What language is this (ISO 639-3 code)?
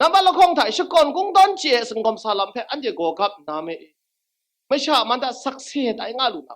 kac